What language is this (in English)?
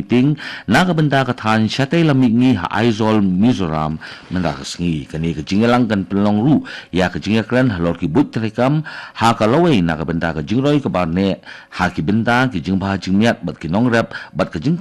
Khasi